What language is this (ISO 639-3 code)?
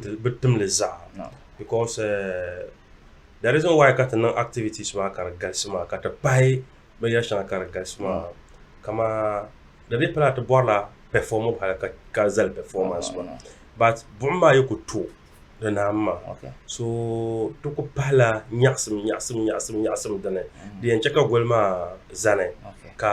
dag